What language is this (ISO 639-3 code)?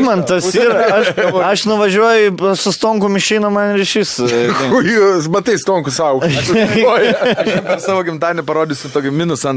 lit